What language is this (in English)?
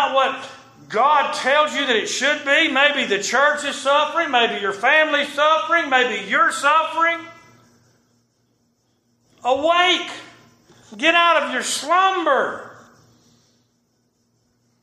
English